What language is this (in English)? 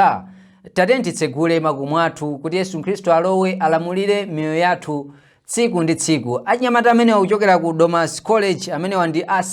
Nyanja